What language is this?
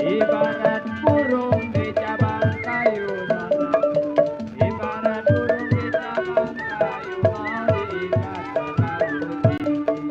Betawi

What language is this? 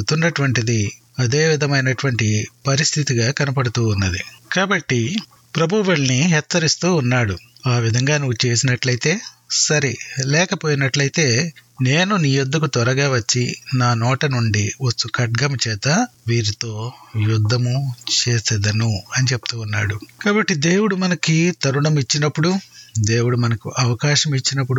Telugu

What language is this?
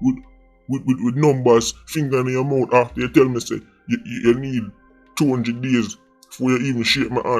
Jamaican Creole English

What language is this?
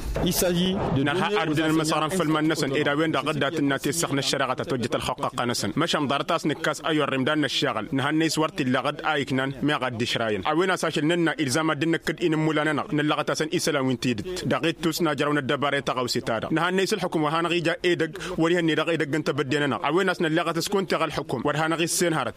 Tamasheq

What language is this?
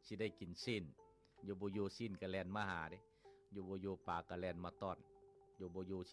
Lao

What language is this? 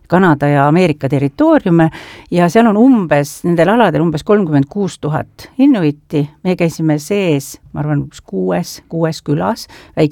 Estonian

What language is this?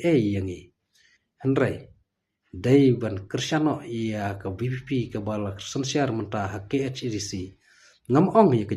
Khasi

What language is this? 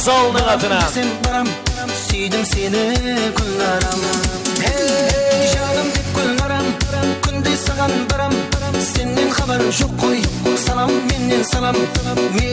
Kara-Kalpak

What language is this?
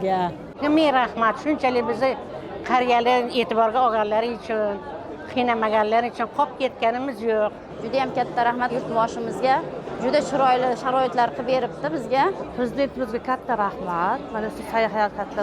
Uzbek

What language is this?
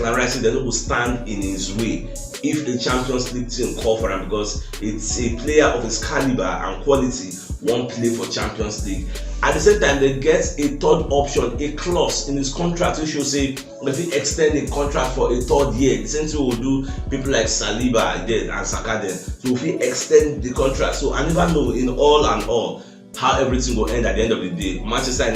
Nigerian Pidgin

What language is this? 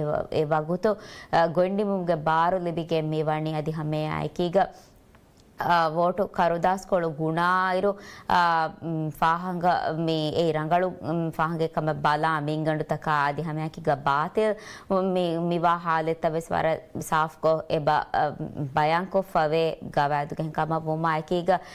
Divehi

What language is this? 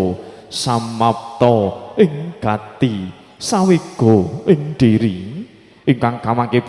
Javanese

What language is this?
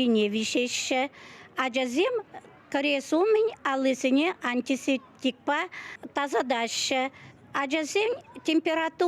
Chuvash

